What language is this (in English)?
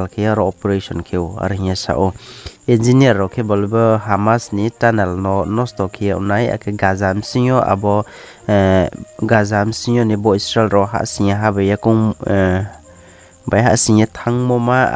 Riang (India)